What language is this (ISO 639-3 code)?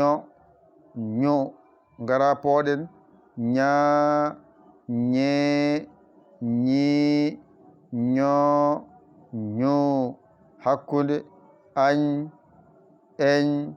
ful